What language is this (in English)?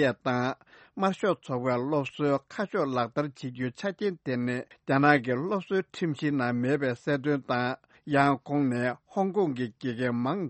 Tibetan